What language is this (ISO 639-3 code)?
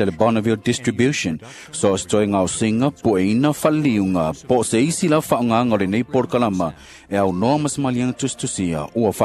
smo